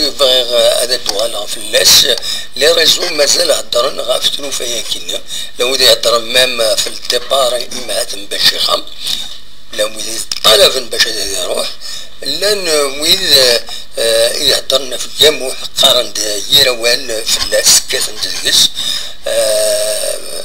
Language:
Kabyle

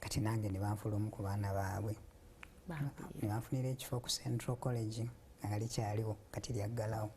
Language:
Ganda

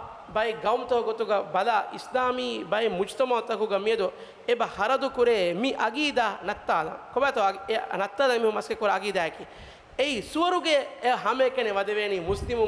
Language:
Divehi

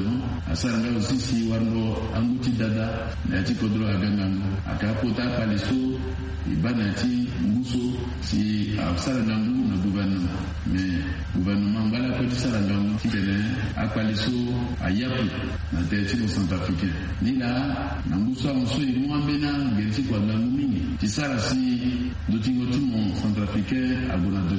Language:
Sango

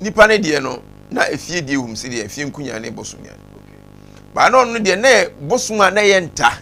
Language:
Akan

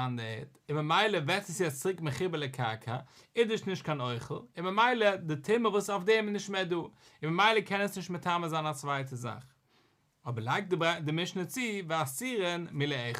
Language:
Yiddish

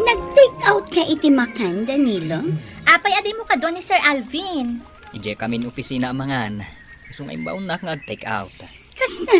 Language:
Iloko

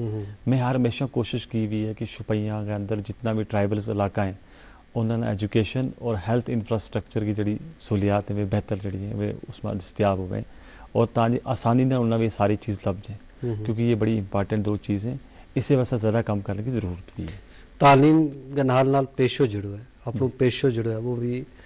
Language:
Gujari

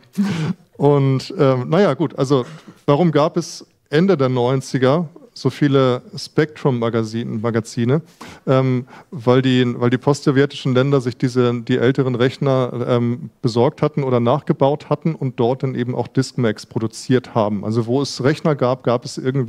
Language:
German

